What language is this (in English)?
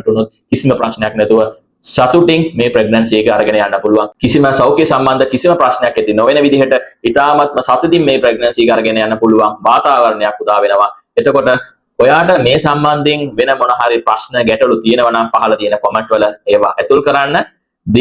Sinhala